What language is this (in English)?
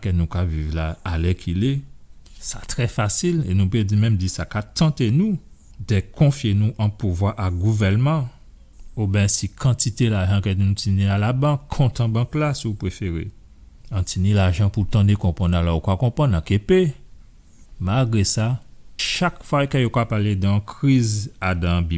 Guadeloupean Creole French